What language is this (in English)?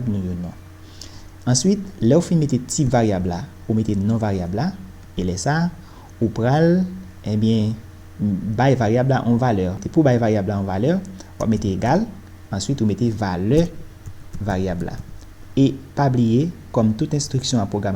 Haitian Creole